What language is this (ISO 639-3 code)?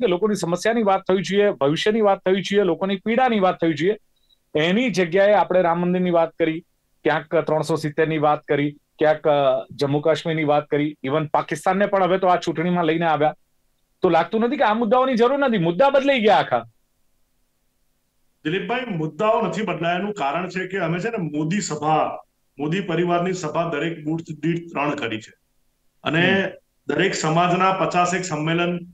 guj